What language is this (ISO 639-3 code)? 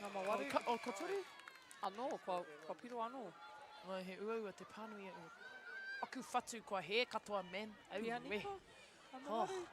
mri